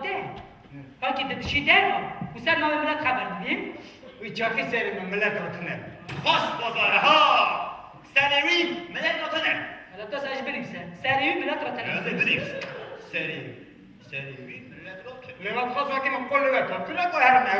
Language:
Kurdish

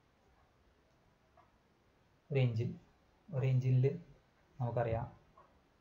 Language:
Malayalam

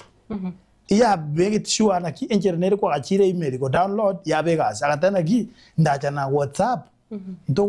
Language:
Gusii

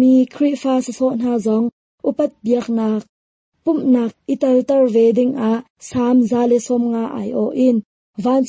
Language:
Hakha Chin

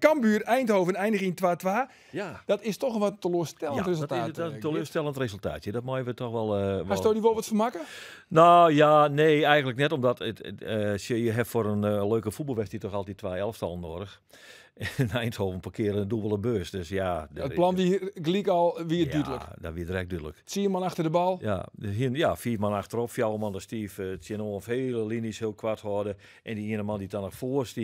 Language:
Western Frisian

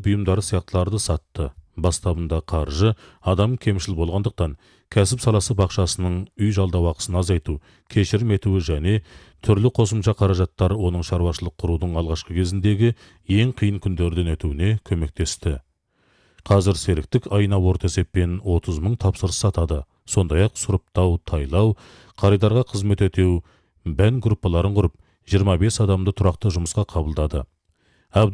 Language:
Kazakh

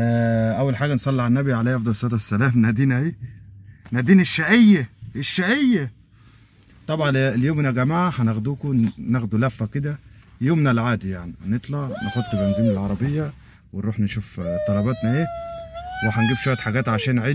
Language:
Egyptian Arabic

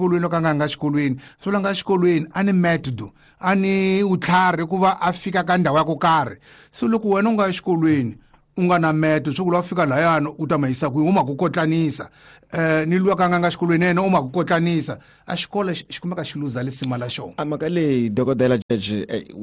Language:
Tsonga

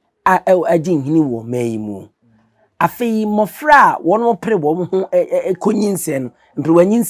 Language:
Akan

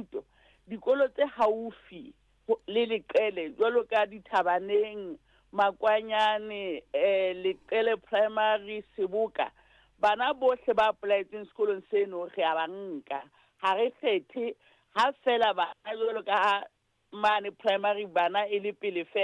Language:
Southern Sotho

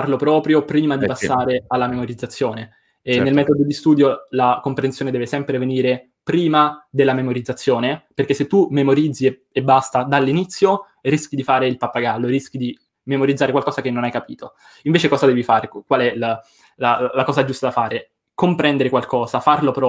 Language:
Italian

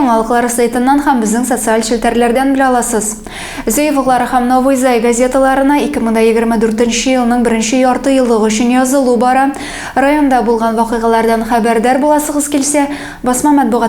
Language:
Tatar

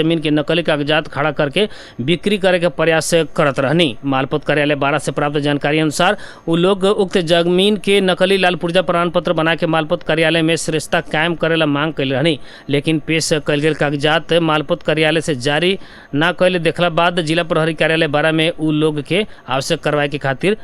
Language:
Bhojpuri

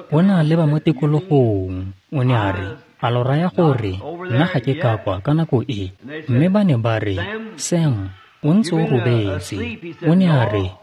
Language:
Tswana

